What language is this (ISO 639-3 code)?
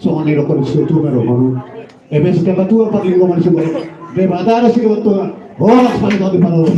bbc